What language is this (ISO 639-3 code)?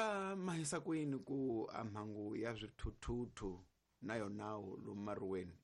tso